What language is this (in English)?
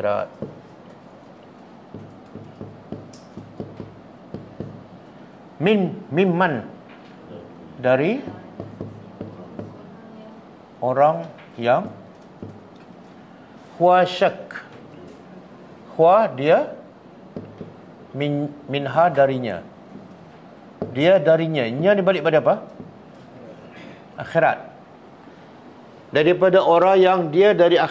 Malay